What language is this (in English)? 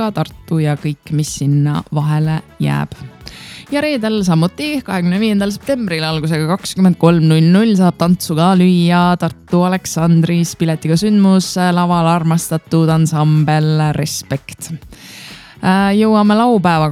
Estonian